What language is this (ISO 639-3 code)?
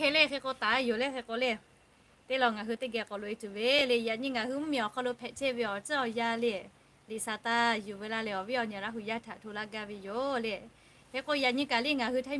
lhu